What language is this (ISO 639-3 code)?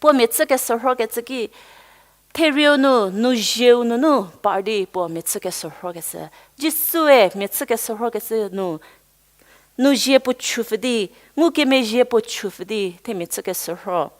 njm